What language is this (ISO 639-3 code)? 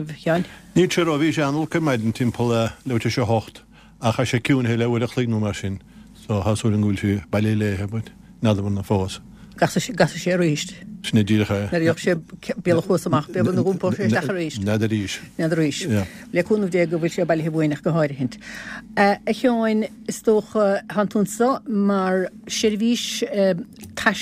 gle